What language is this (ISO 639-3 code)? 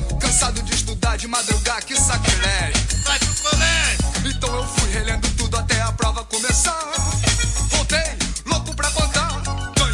por